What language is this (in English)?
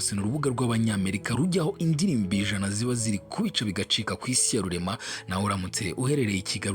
Kinyarwanda